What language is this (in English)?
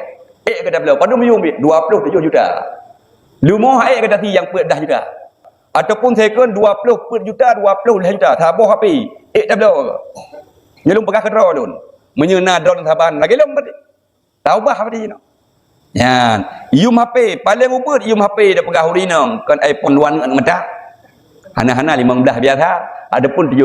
Achinese